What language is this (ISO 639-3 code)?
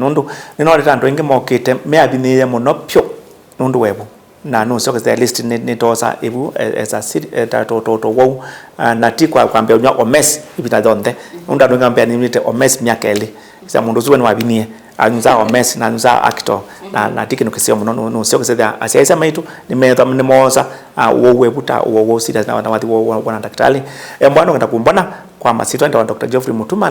kam